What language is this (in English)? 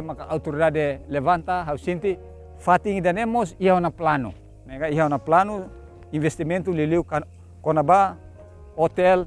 Tetum